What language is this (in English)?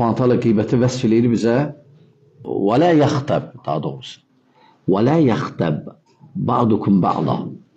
Azerbaijani